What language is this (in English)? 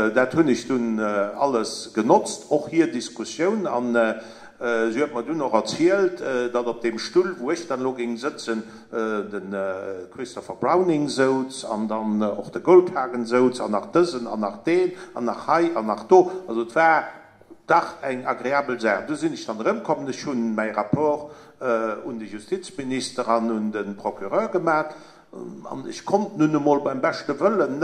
Luxembourgish